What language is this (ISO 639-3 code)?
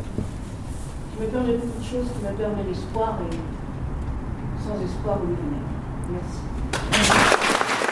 fra